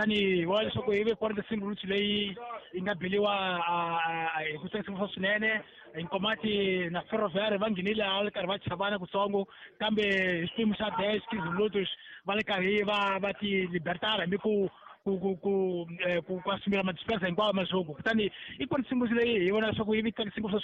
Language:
Tsonga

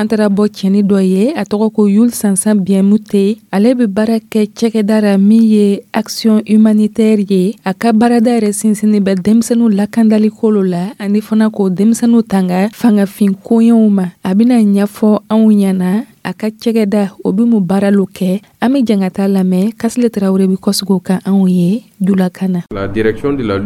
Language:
Dyula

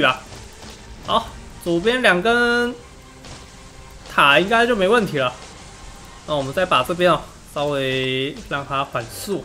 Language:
Chinese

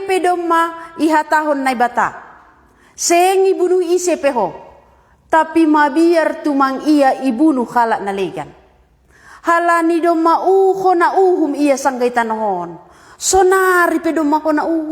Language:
Batak Simalungun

